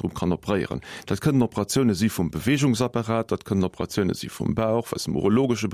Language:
Luxembourgish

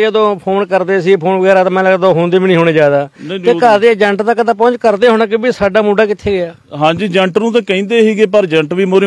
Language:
Punjabi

